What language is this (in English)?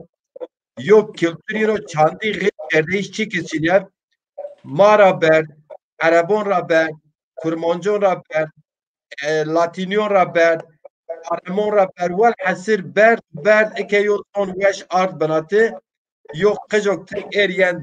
Zaza